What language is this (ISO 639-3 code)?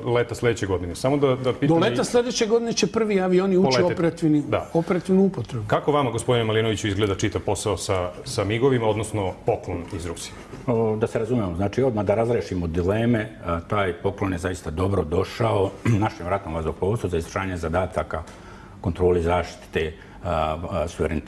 srp